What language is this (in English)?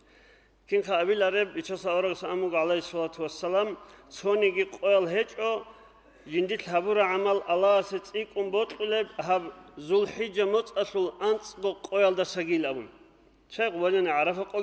Avaric